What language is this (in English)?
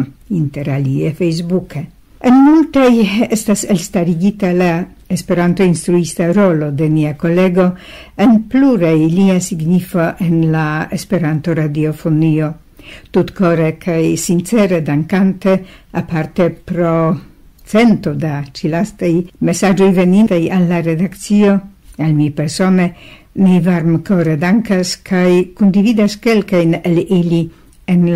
Esperanto